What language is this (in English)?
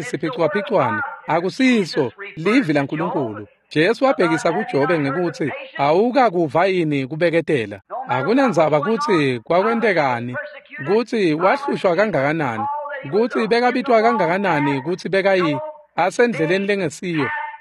Swati